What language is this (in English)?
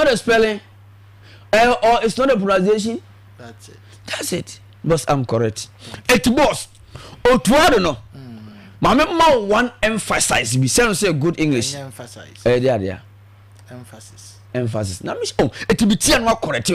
Akan